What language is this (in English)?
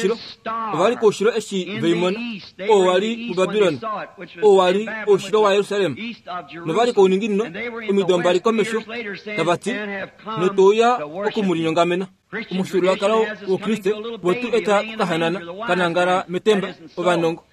Kuanyama